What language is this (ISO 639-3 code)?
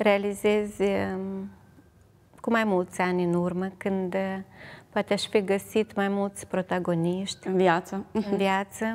ron